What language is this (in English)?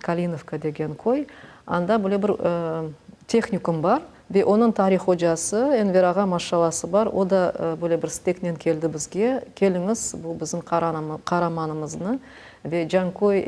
Crimean Tatar